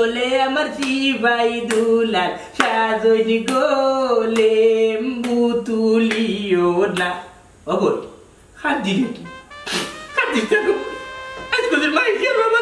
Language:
Sylheti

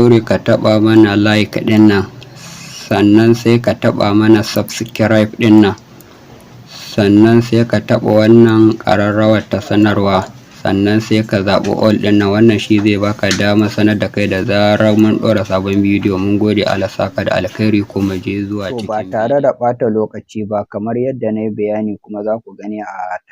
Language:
Hausa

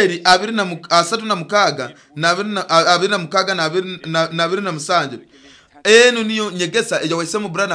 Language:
Nyoro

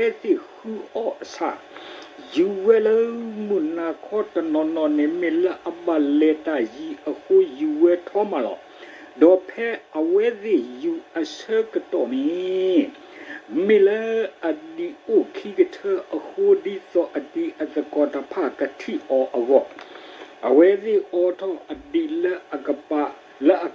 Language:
S'gaw Karen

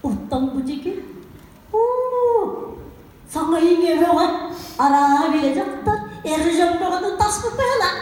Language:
Yakut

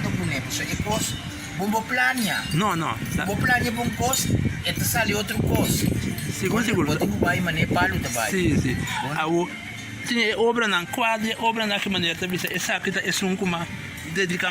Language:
Papiamento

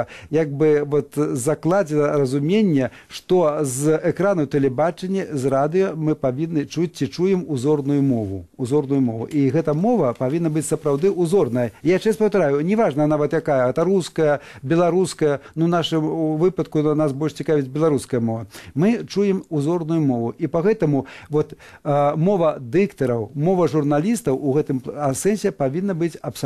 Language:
Belarusian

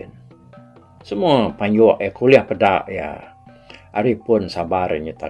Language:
Iban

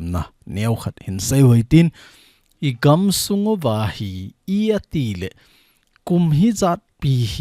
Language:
Thado Chin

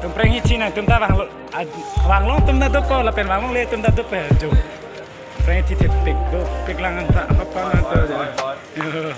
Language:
Karbi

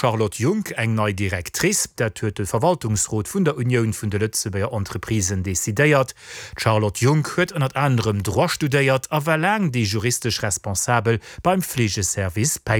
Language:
Luxembourgish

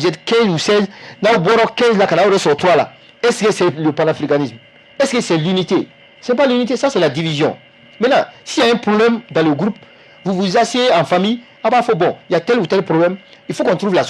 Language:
Bambara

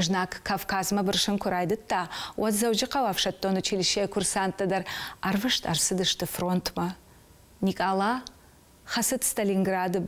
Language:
Ossetic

